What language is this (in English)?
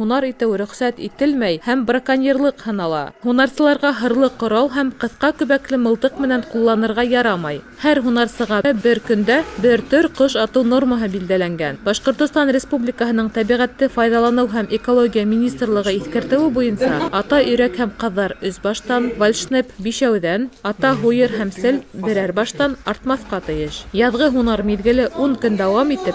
Bashkir